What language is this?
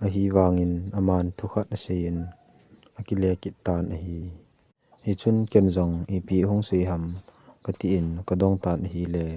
Thado Chin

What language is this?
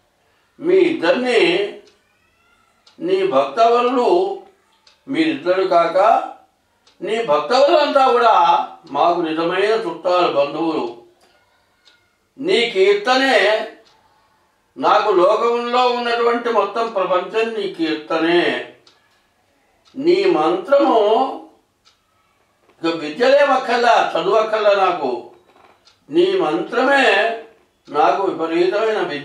Telugu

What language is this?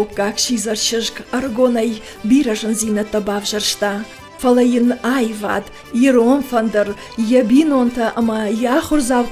Ossetic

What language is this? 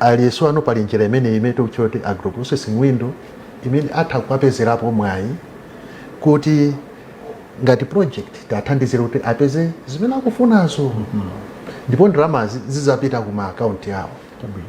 Nyanja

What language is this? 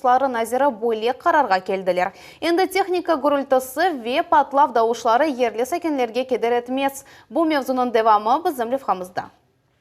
Crimean Tatar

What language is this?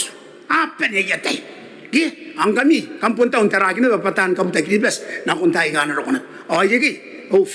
Gilbertese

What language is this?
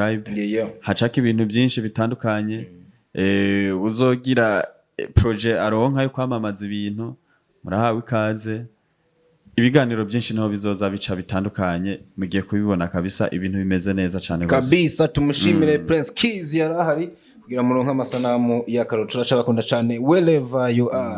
Rundi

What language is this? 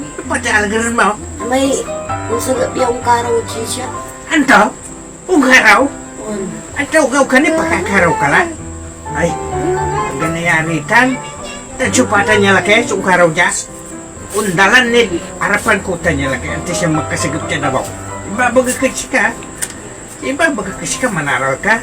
Pangasinan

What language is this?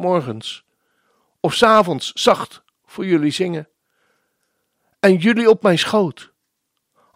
Dutch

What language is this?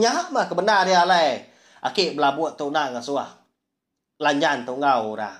Iban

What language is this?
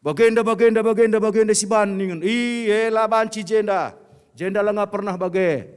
Batak Karo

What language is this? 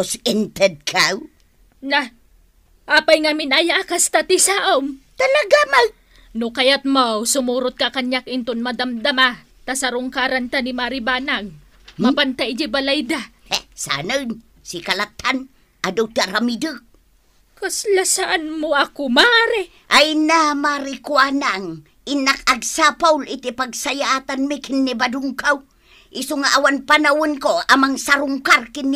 Iloko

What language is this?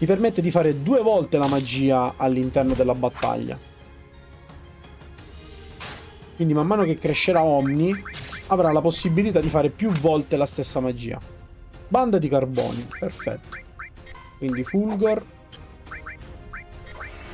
Italian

